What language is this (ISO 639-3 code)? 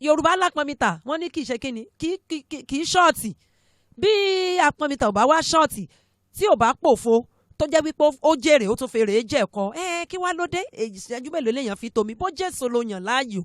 yor